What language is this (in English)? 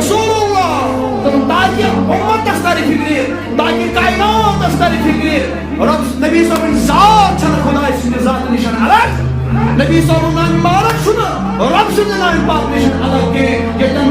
Kashmiri